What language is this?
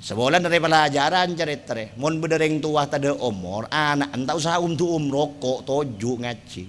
Madurese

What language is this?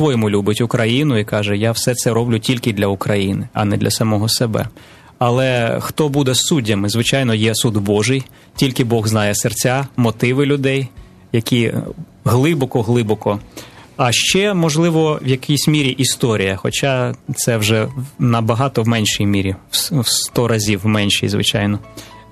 Ukrainian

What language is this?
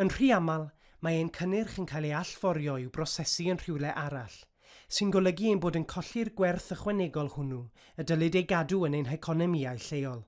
Welsh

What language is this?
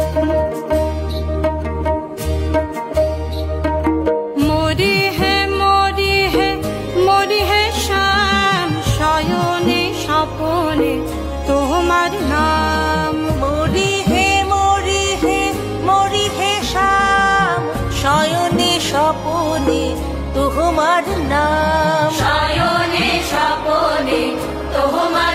Bangla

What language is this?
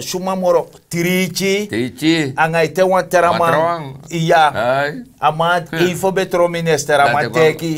Sranan Tongo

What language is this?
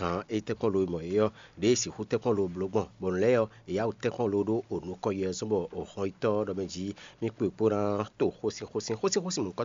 Fon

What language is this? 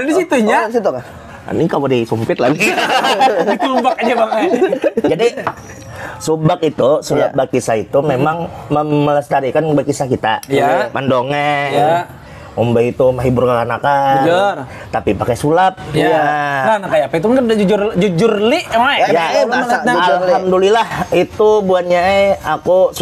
Banjar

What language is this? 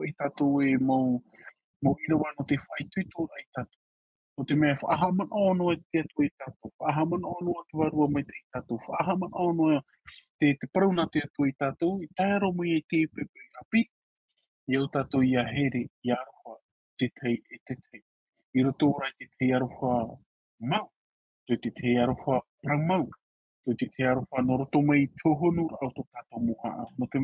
Tahitian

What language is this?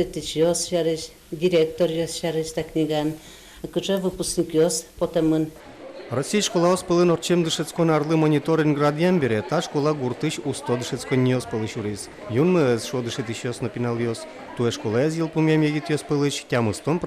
Udmurt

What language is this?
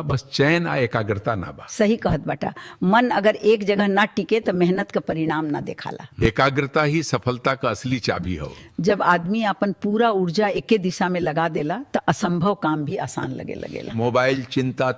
Bhojpuri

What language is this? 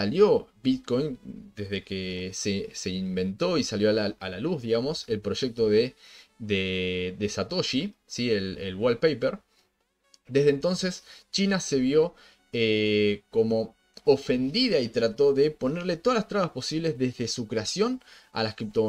Spanish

